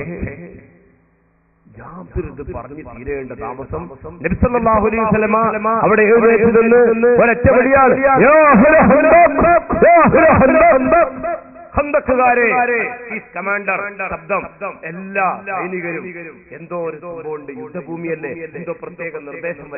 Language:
Malayalam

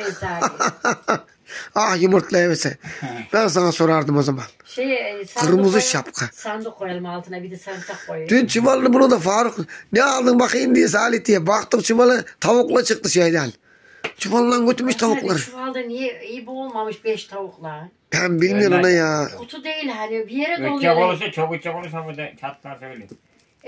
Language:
Turkish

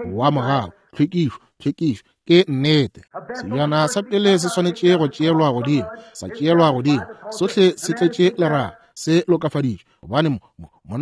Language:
Northern Sotho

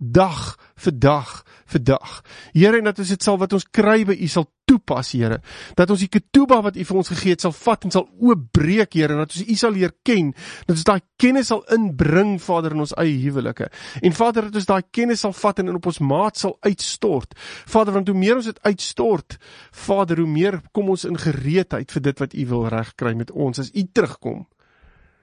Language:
Afrikaans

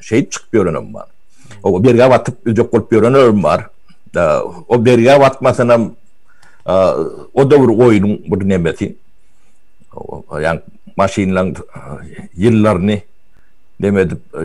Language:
Turkmen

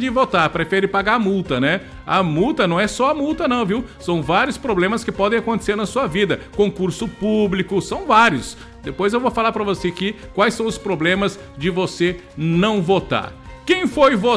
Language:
Portuguese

